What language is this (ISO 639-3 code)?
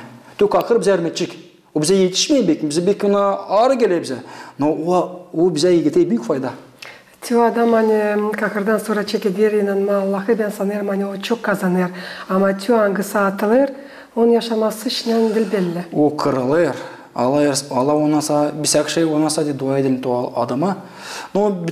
gag